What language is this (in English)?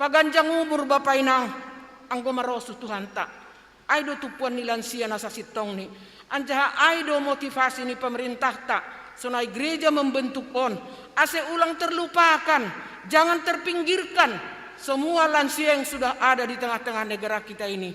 Batak Simalungun